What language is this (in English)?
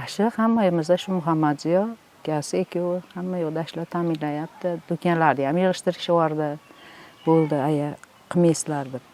Uzbek